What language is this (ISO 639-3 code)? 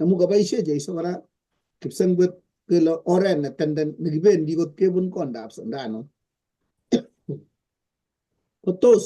kln